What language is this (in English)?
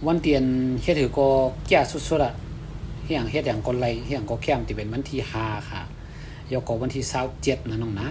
Shan